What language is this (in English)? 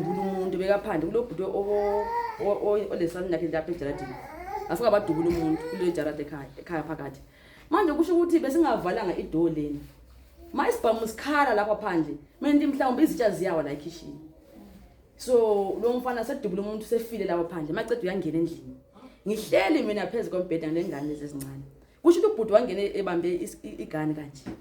Zulu